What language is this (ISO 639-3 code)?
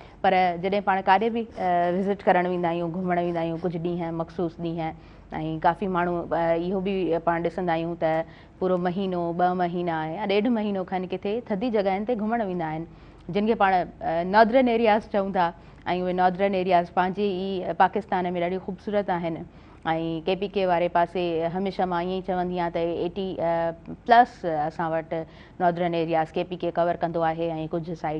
snd